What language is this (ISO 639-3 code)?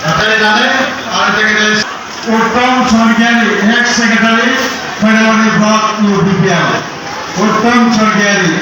brx